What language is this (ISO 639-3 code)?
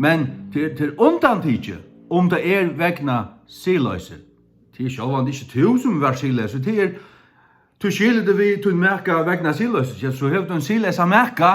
fao